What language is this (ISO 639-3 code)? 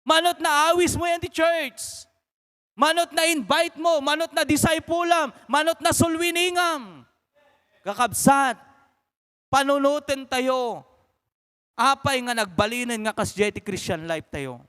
ilo